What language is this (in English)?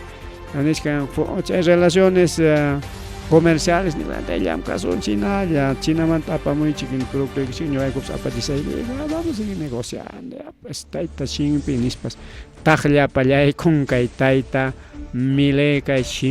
Ayacucho Quechua